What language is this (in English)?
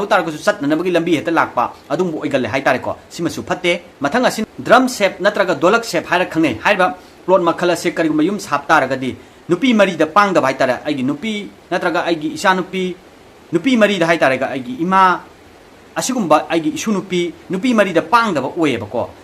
Manipuri